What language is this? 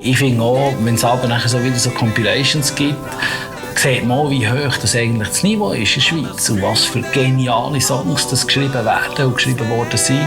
Swiss German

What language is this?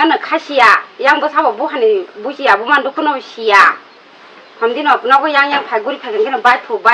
Kok Borok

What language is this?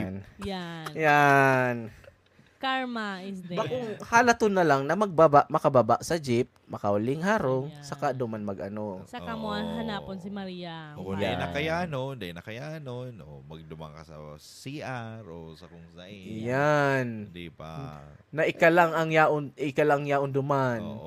Bikol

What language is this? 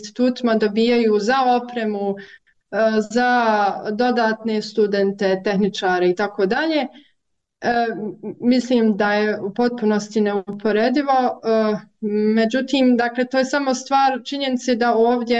Bosnian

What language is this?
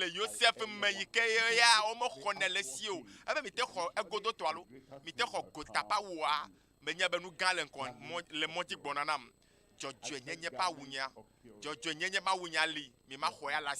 Ewe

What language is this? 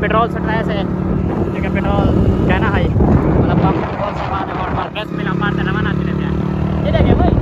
Saraiki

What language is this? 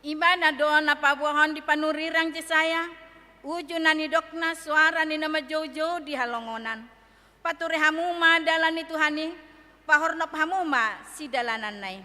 Batak Toba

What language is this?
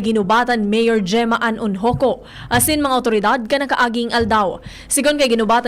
Bikol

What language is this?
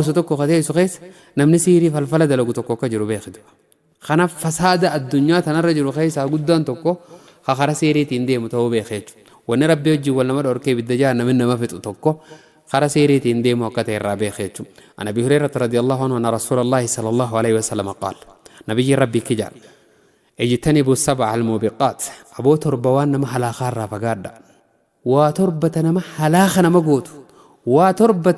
Oromo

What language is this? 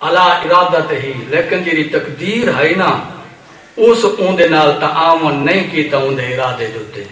Saraiki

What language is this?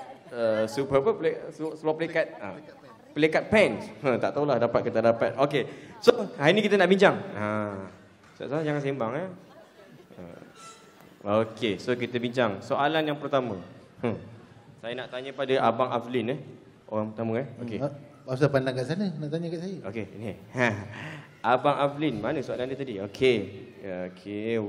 Malay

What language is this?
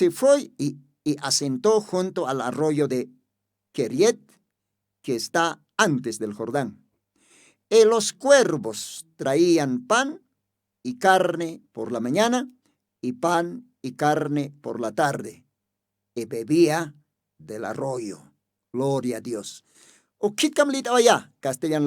Aymara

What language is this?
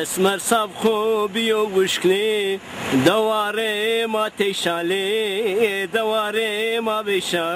Zaza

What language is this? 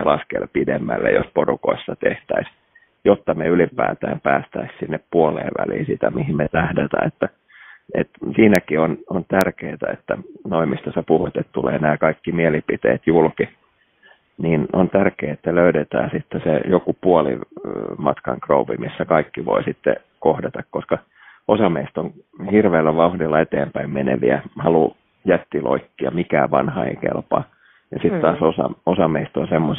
Finnish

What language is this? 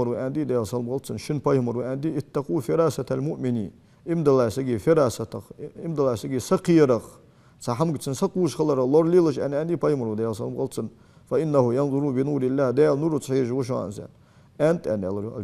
Ingush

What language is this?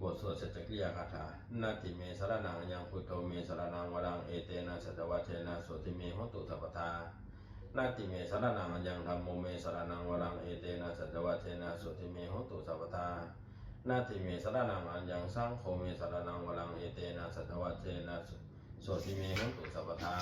Pali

